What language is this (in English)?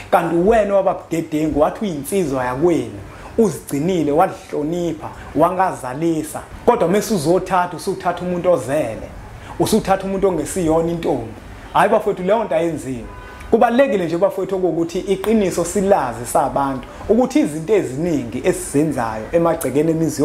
Zulu